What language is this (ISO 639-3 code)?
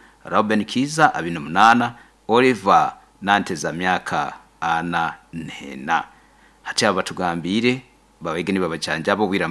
nyo